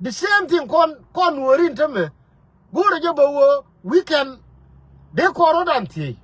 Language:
Nuer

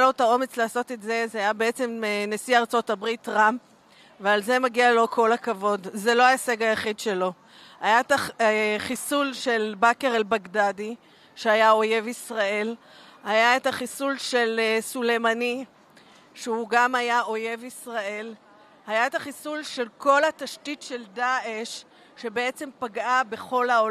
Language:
Hebrew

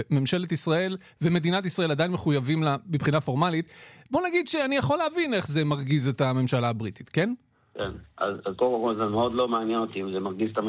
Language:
Hebrew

